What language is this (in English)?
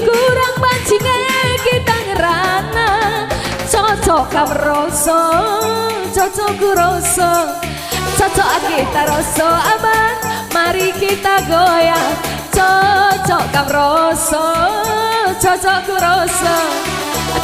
Batak Karo